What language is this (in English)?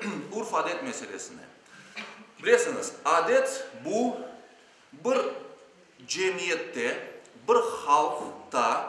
Crimean Tatar